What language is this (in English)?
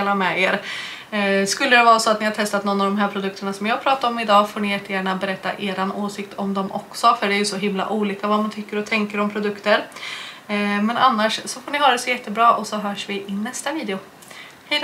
Swedish